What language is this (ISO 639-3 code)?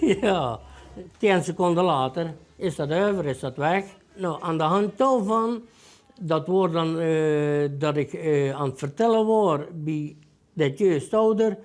lim